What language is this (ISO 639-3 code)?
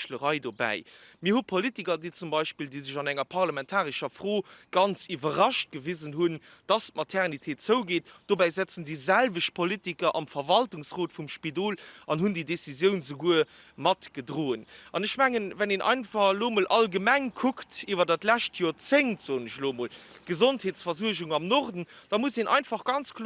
ltz